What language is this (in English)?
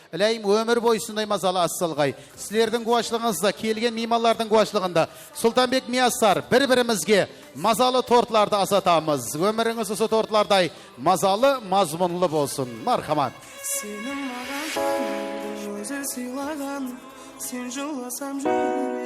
Kara-Kalpak